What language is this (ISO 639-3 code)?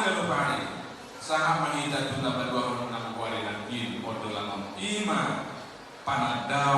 bbc